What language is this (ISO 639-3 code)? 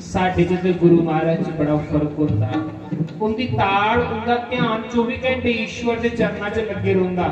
doi